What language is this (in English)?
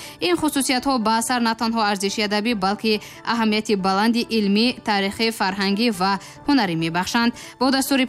Tajik